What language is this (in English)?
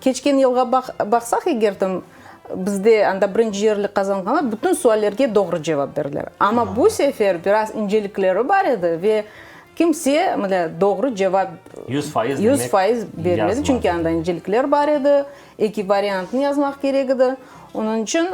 Crimean Tatar